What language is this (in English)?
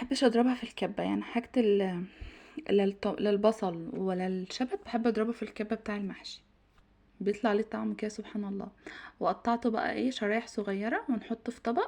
Egyptian Arabic